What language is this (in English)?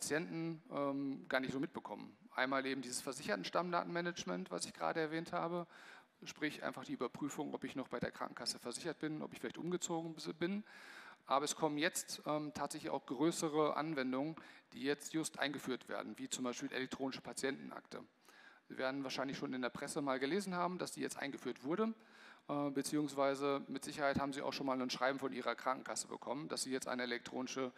German